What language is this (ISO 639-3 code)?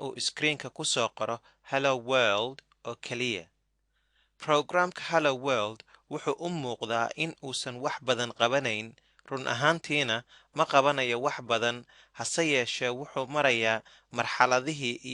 som